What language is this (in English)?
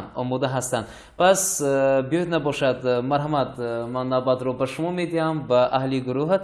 Tajik